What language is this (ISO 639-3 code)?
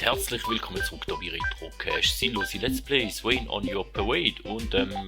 gsw